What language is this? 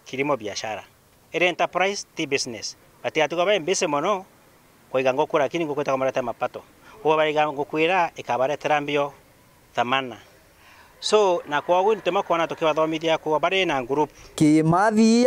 Meru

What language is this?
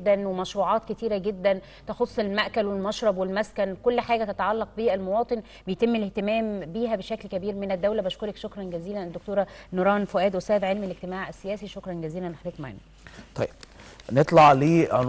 Egyptian Arabic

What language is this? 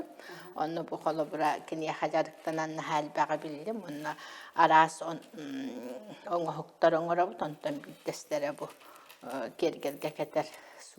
Yakut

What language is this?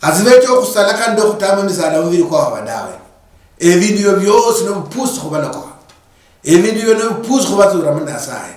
Luyia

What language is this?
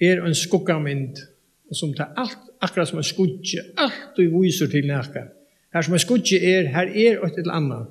Faroese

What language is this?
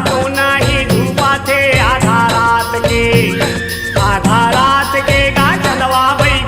Chhattisgarhi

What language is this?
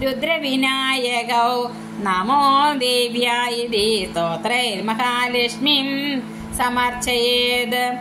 Sanskrit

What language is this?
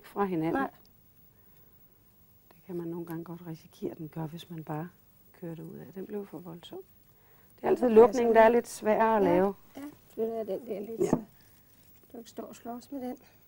Danish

